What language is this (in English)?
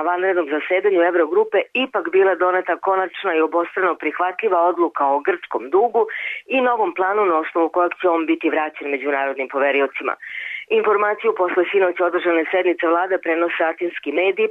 Serbian